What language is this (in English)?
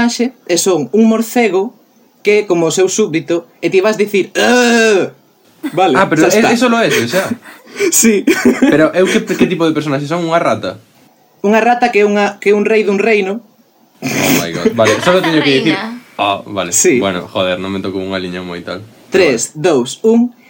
Galician